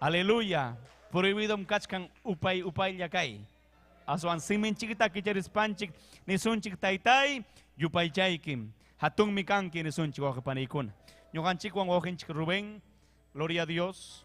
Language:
Ayacucho Quechua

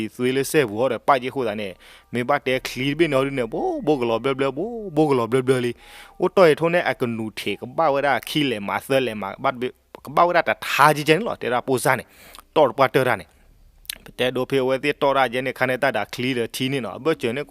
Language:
S'gaw Karen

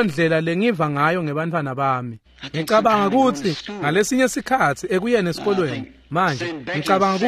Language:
Swati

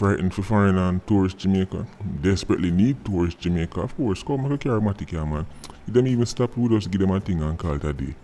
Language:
Jamaican Creole English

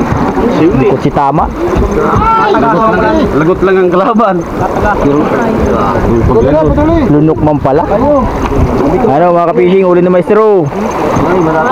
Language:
Filipino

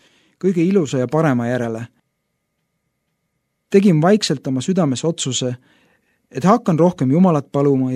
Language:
Estonian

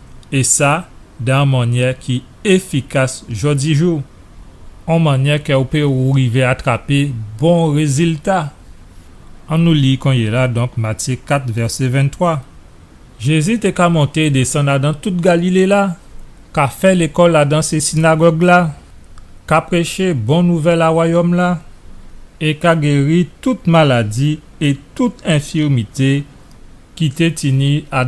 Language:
Guadeloupean Creole French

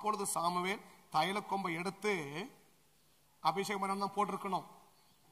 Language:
Tamil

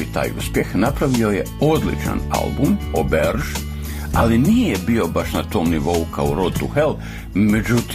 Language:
Bosnian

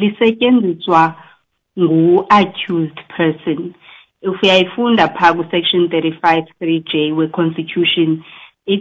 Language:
Xhosa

